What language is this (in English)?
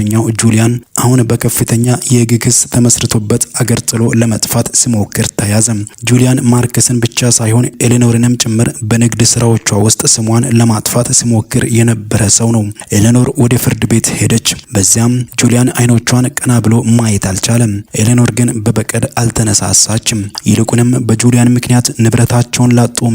Amharic